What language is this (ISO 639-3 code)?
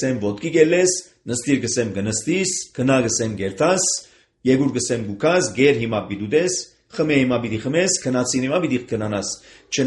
hye